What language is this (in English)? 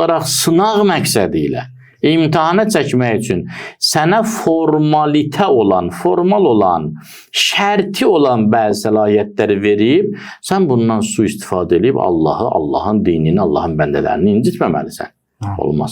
Azerbaijani